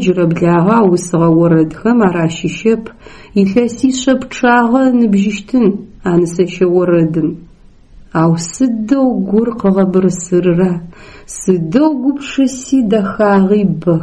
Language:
Adyghe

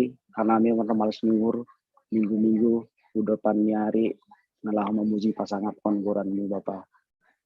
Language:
Batak Simalungun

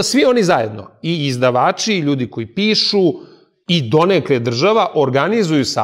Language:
Serbian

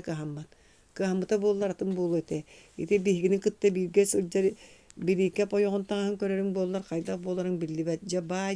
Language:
Yakut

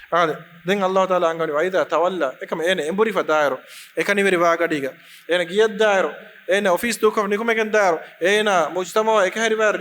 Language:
Divehi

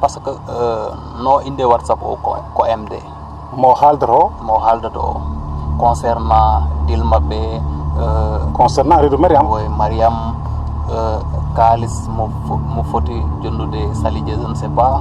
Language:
Fula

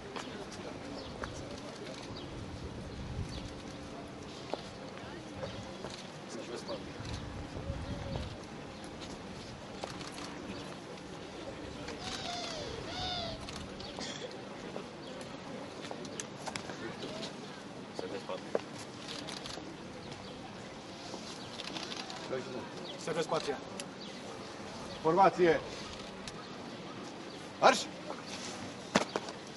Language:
Romanian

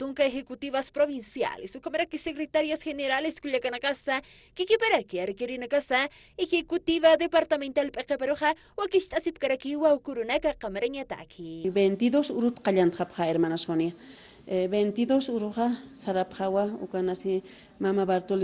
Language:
Aymara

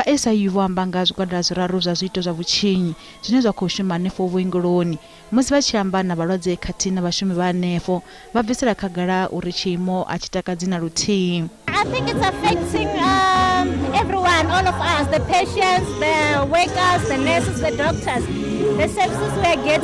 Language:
Venda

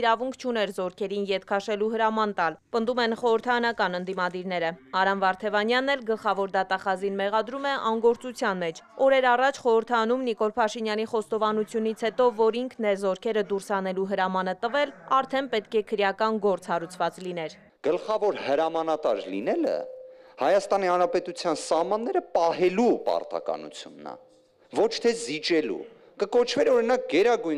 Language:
Armenian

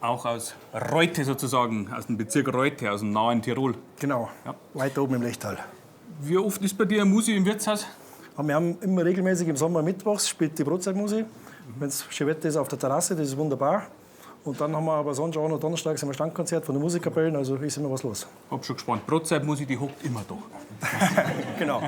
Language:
Bavarian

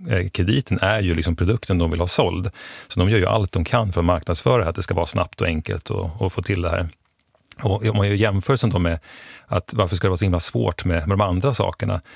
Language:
Swedish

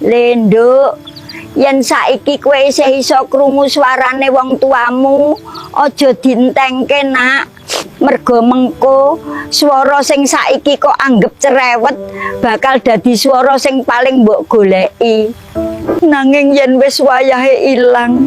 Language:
Javanese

